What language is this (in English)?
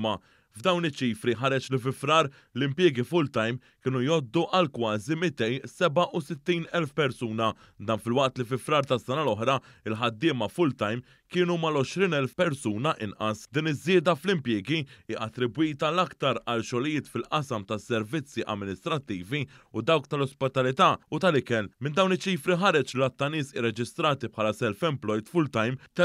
Maltese